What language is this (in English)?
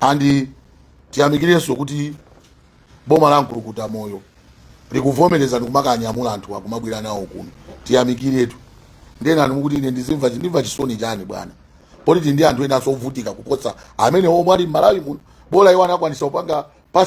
Nyanja